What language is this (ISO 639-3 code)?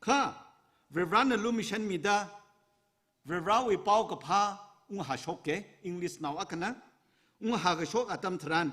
nmf